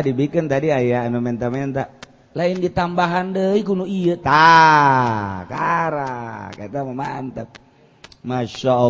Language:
Sundanese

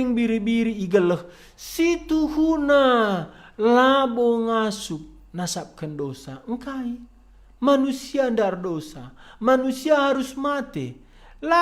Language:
Batak Karo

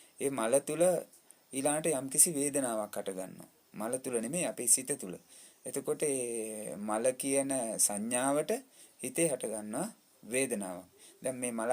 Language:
Sinhala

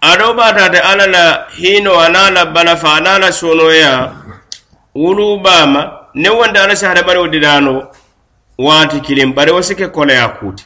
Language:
Mandingo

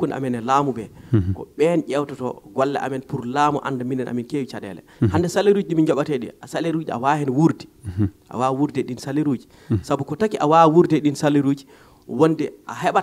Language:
Fula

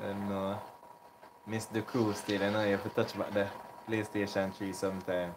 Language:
Jamaican Creole English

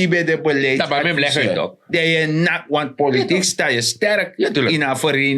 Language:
Sranan Tongo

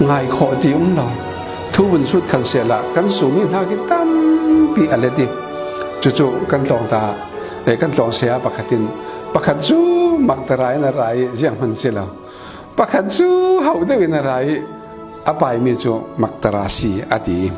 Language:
Falam Chin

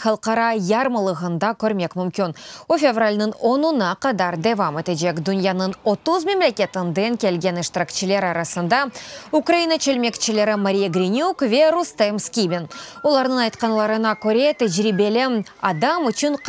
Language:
Crimean Tatar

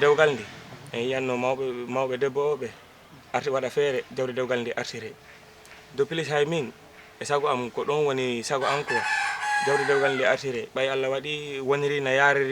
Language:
Fula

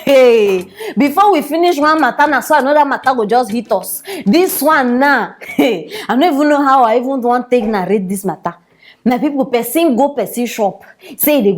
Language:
Nigerian Pidgin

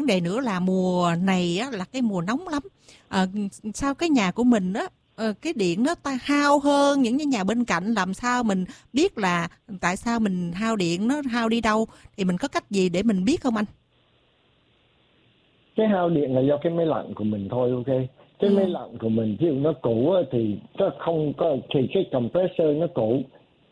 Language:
Vietnamese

